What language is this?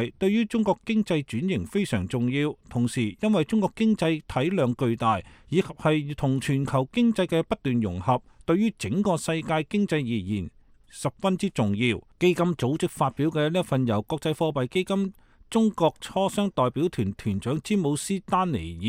Cantonese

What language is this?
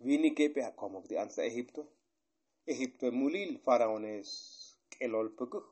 Tzotzil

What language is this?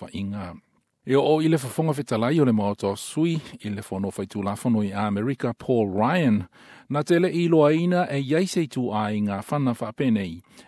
Samoan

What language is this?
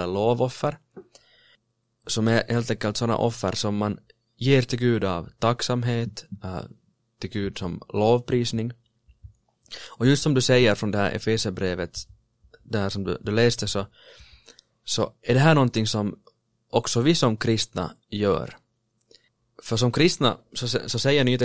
Swedish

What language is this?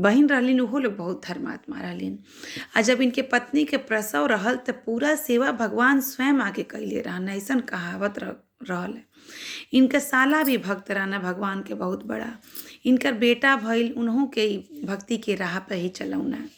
Bhojpuri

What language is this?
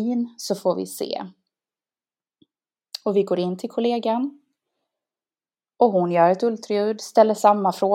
Swedish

